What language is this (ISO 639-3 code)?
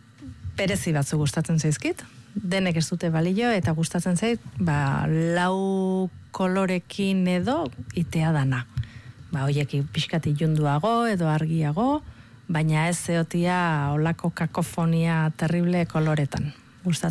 eus